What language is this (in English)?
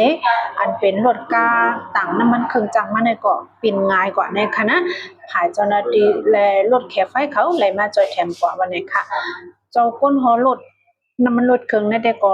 Shan